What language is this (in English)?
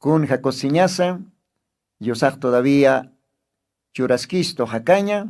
Aymara